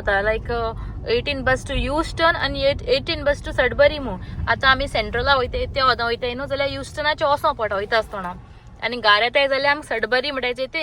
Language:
Konkani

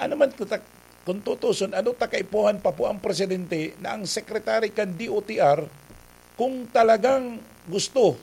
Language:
Bikol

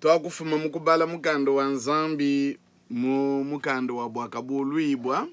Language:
Luba-Lulua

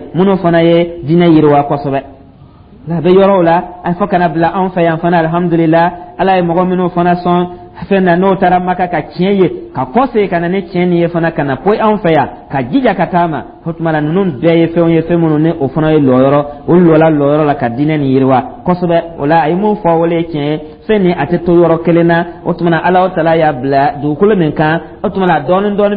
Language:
Dyula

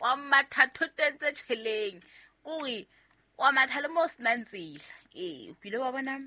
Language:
Southern Sotho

